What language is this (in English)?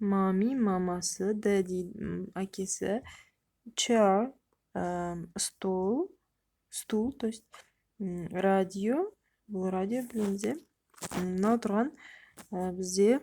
Kazakh